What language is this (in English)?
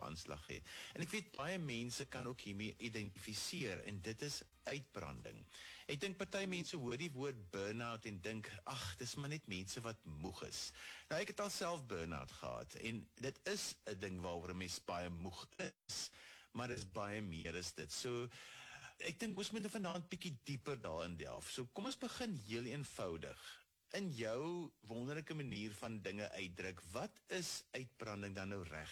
Afrikaans